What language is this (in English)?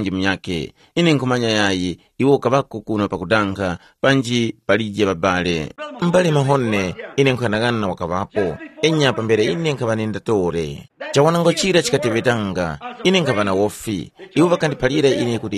Tumbuka